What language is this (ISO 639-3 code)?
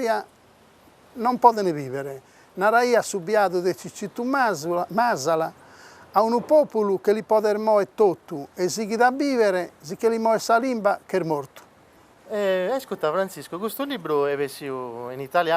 srd